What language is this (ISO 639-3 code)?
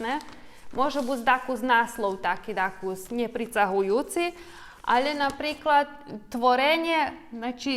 rue